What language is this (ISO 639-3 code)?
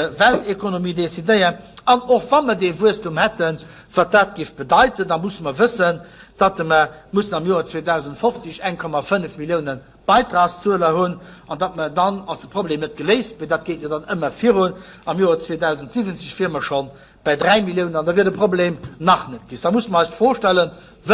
ltz